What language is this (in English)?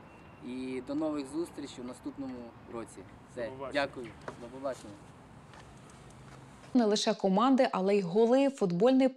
Ukrainian